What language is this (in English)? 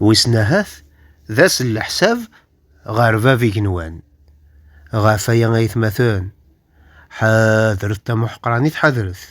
Kabyle